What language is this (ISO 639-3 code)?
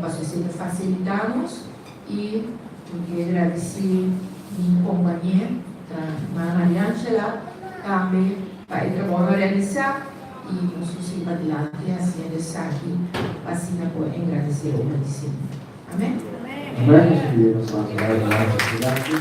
pap